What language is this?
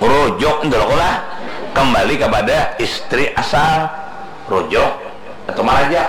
Banjar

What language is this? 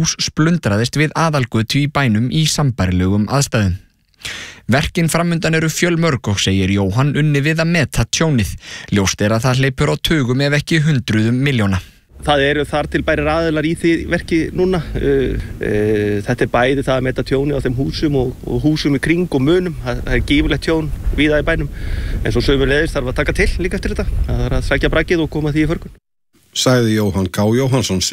Icelandic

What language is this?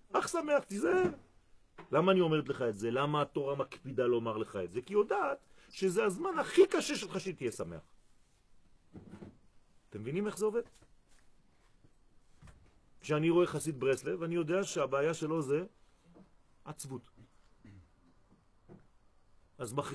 Hebrew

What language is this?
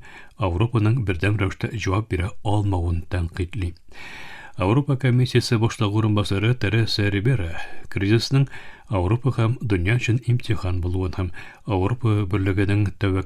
Tatar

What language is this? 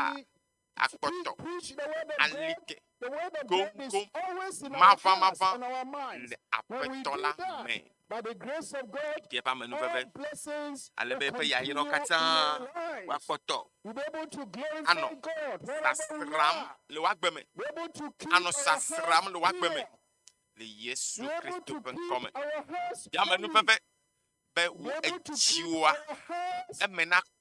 Ewe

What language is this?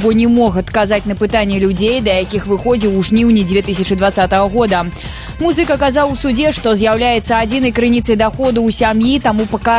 Belarusian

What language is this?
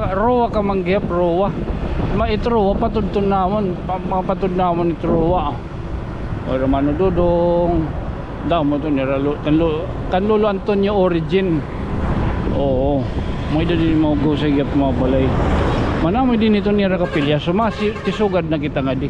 Waray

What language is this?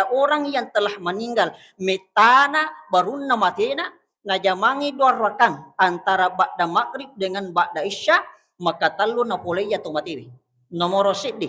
Buginese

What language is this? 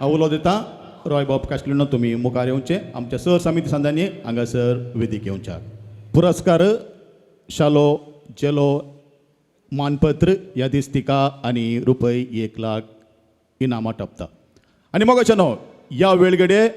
Konkani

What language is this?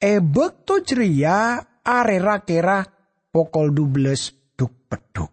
Madurese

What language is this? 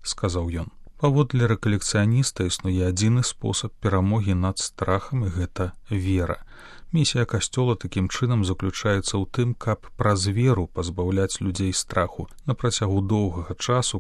Belarusian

